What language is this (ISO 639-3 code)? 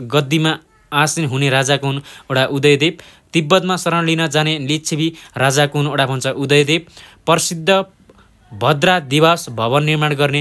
nep